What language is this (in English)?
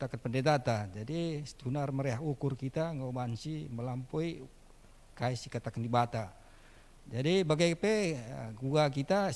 Batak Karo